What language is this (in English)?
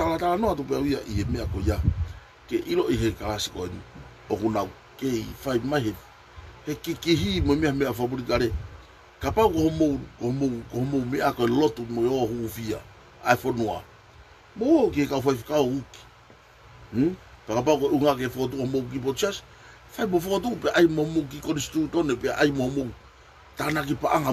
Tongan